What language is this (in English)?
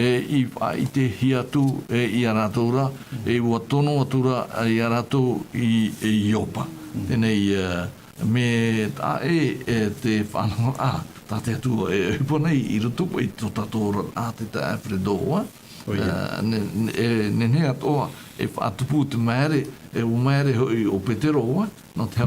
Tahitian